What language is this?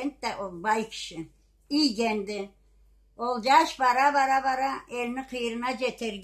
Karachay-Balkar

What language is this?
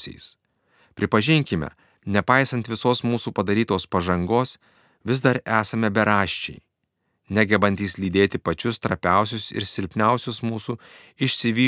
Lithuanian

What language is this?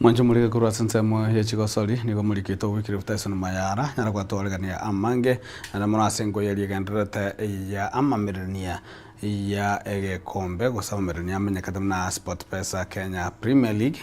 Gusii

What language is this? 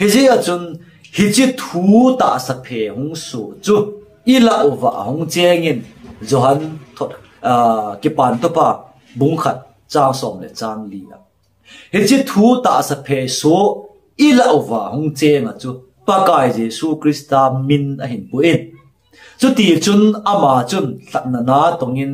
Thado Chin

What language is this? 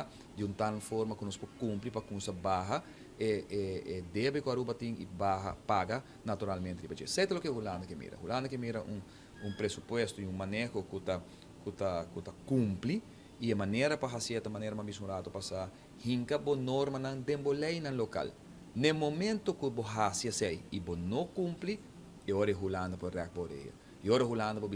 Papiamento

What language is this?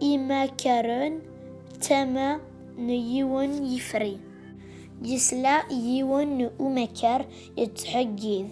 Kabyle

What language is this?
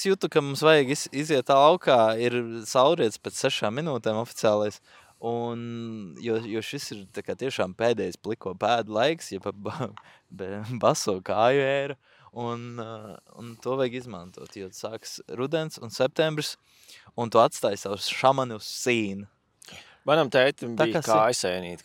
Latvian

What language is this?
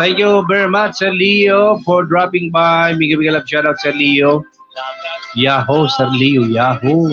Waray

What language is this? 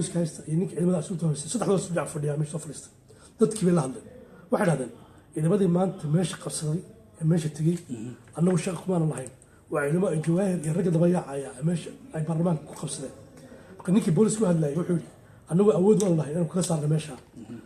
Somali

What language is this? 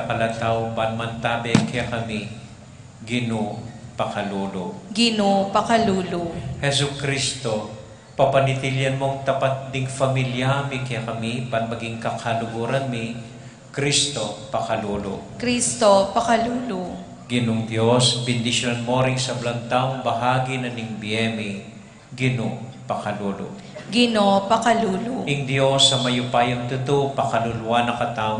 Pampanga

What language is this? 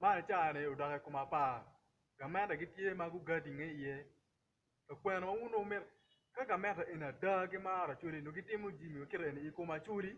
Acoli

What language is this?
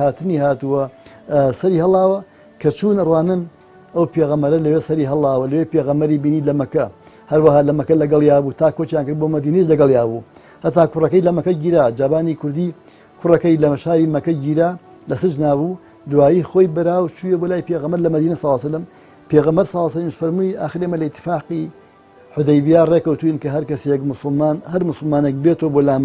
Central Kurdish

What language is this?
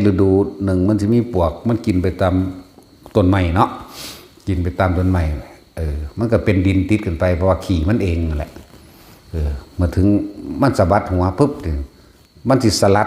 Northeastern Thai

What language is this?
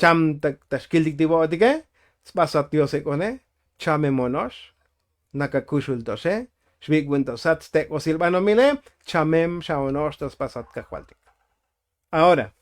Tzotzil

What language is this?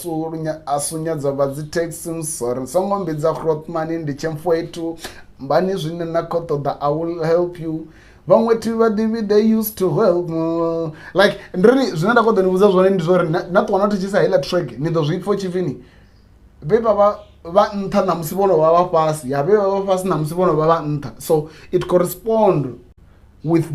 Venda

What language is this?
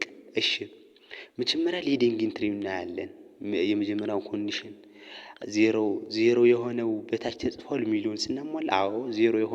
Amharic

